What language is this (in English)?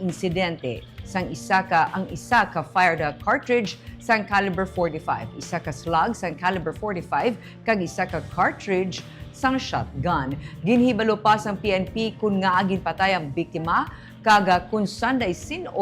Hiligaynon